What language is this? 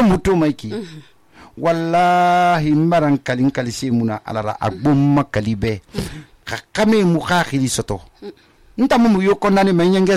Susu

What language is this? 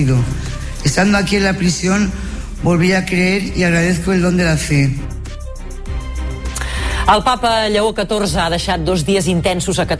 Catalan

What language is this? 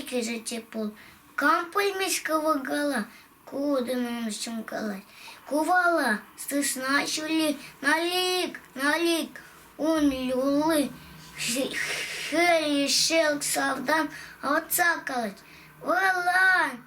Chuvash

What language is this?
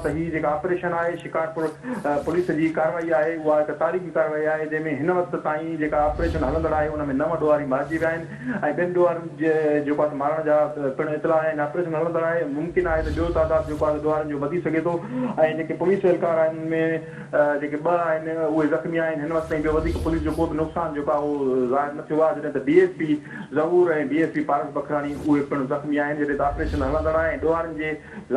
Sindhi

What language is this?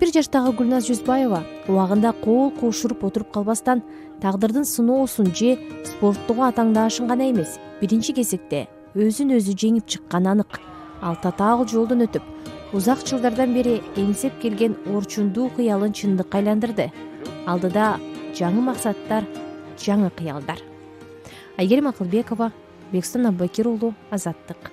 Kyrgyz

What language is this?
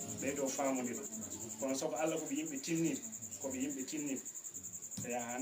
Fula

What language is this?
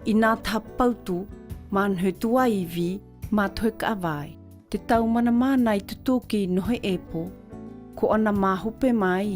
South Marquesan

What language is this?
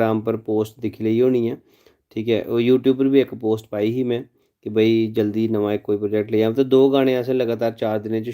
Dogri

